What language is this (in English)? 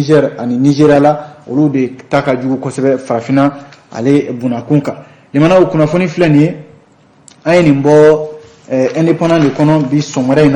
Bambara